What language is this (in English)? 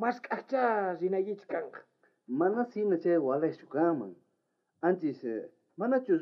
South Bolivian Quechua